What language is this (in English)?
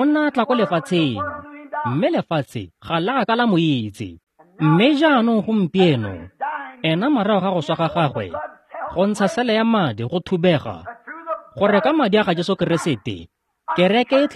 Tswana